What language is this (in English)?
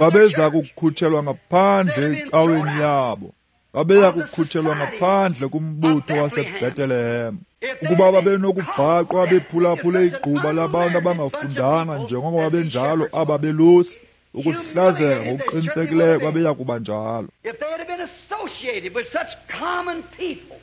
Xhosa